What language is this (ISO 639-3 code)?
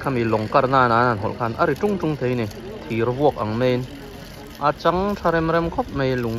lus